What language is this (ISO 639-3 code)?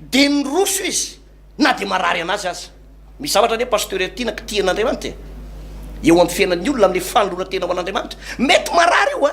mlg